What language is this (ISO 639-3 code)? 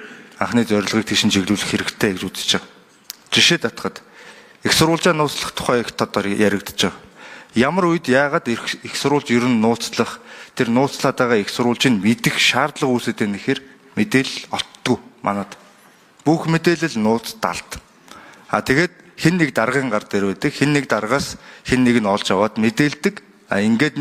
mon